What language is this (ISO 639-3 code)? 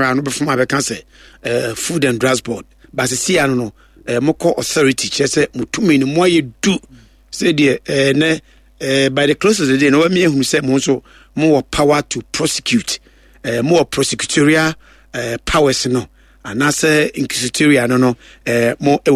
aka